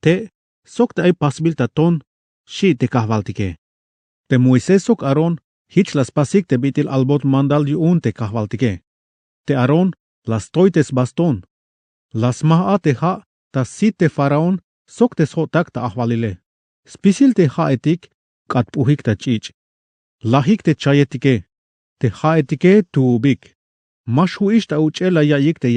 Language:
Tzeltal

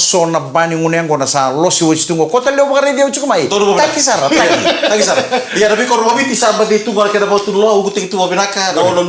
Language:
Fijian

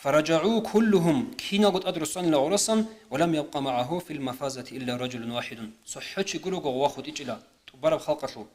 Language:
Avaric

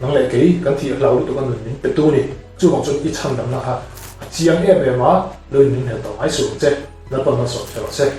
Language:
Mizo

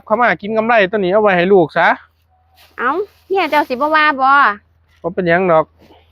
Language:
Northeastern Thai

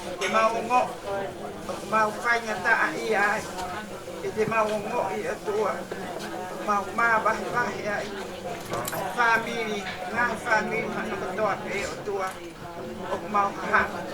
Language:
Tongan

